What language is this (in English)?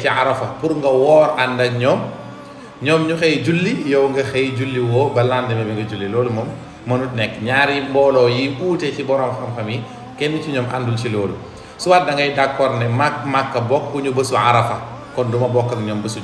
Wolof